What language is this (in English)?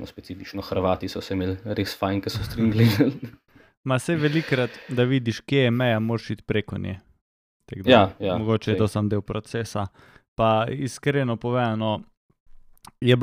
Slovenian